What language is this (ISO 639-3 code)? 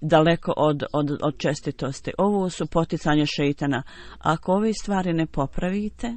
bos